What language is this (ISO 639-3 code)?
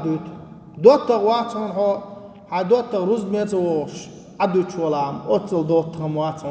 che